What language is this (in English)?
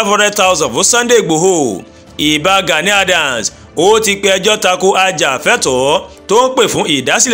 Yoruba